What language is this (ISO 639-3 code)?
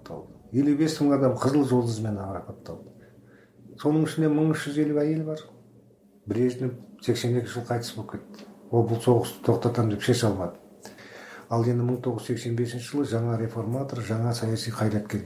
kaz